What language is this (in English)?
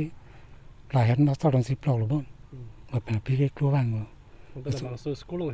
Karbi